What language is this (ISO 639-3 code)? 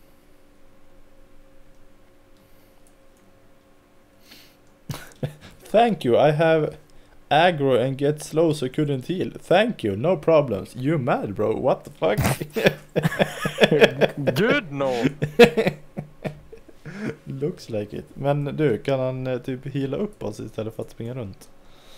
swe